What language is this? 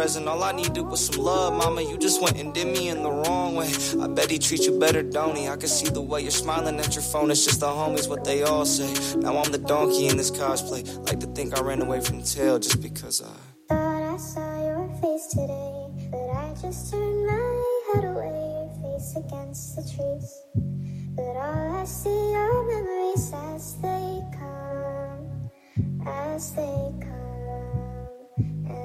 English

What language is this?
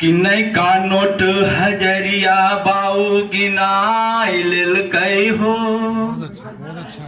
Magahi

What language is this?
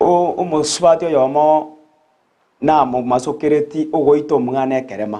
Gusii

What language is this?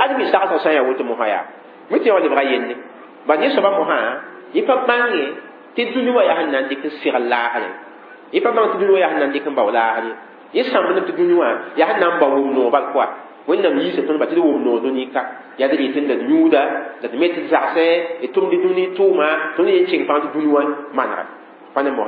Mossi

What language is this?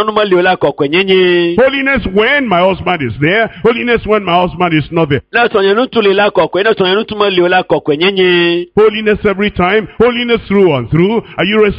Ewe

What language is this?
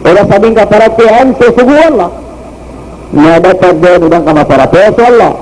Maranao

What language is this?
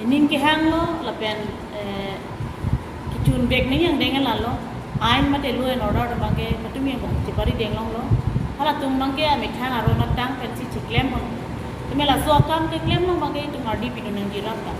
Karbi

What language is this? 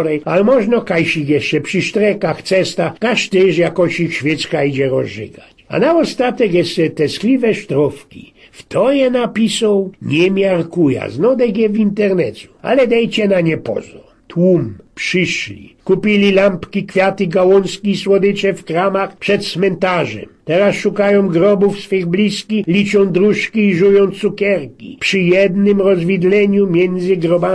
Silesian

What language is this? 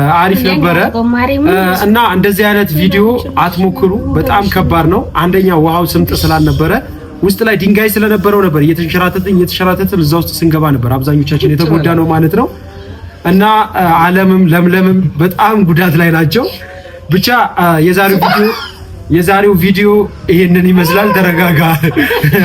Amharic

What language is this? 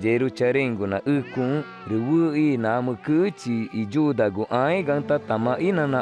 Ticuna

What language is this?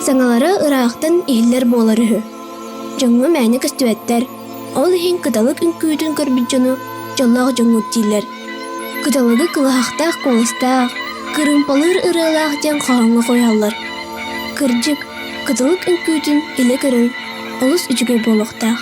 Yakut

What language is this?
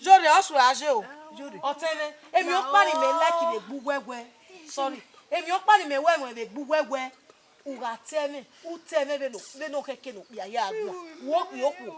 Bini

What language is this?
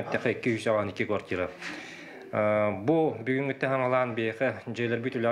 Yakut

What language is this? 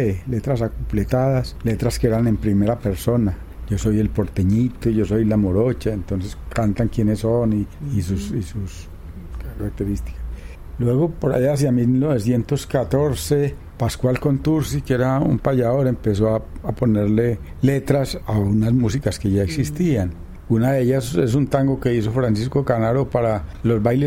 Spanish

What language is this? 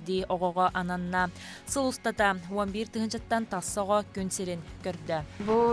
Yakut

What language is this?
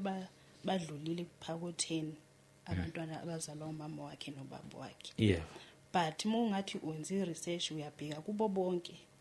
Zulu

